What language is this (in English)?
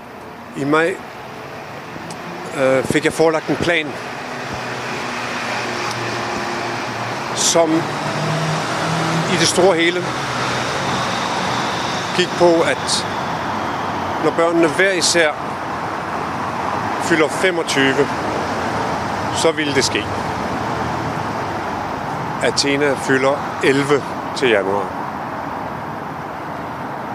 Danish